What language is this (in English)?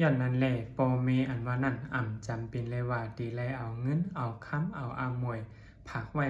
Shan